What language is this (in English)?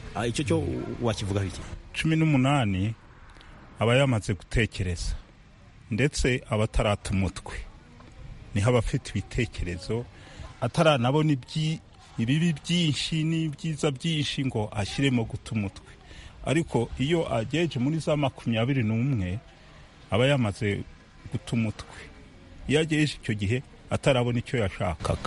Kinyarwanda